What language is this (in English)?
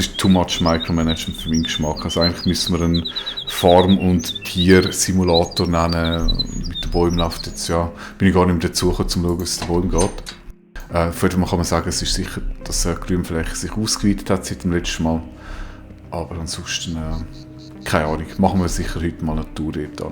Swiss German